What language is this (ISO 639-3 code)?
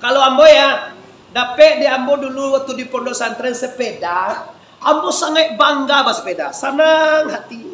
min